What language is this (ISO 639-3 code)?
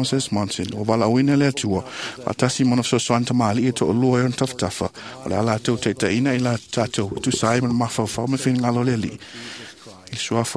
smo